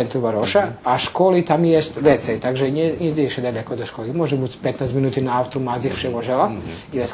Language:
Rusyn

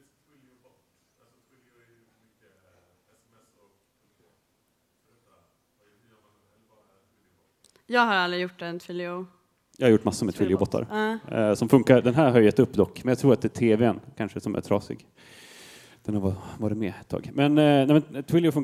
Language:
Swedish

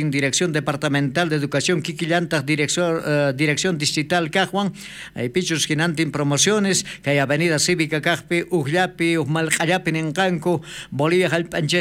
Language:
South Bolivian Quechua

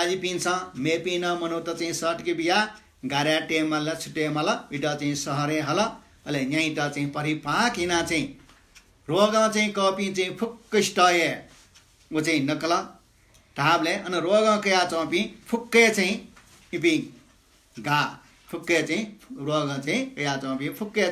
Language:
Newari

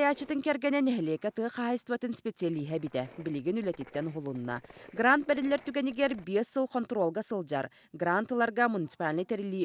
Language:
Yakut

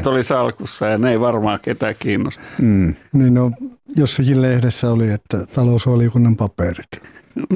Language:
Finnish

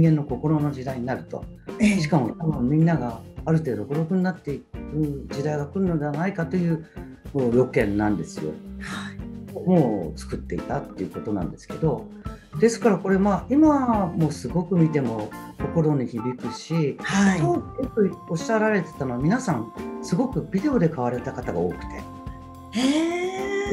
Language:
Japanese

